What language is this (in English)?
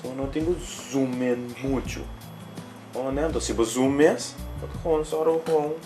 Papiamento